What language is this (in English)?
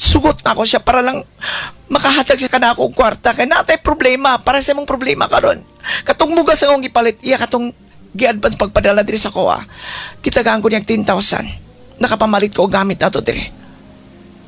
Cebuano